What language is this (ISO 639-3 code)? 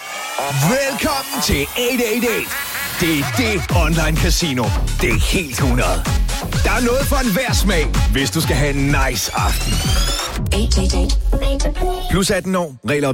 dan